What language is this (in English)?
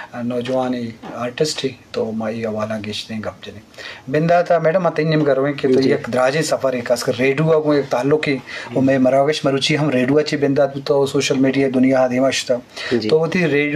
Eastern Balochi